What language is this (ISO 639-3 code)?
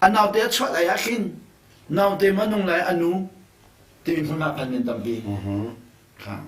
cnh